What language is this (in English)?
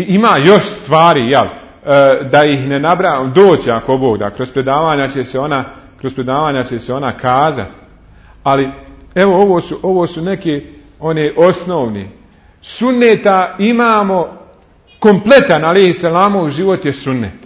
Bosnian